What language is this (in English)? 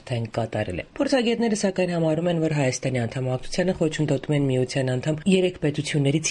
Armenian